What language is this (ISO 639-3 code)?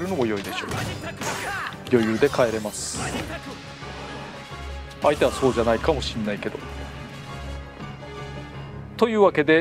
jpn